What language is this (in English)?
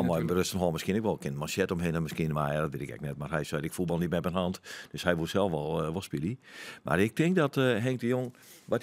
Western Frisian